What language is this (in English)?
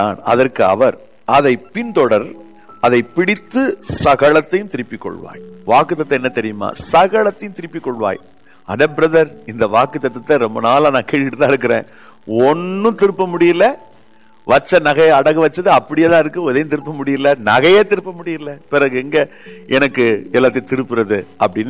Tamil